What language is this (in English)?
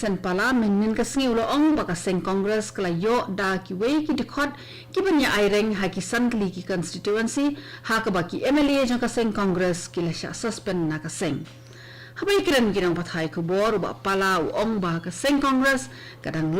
Khasi